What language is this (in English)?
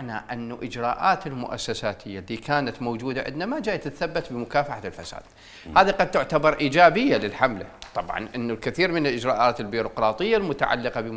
Mesopotamian Arabic